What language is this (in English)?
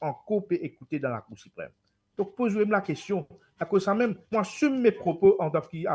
Morisyen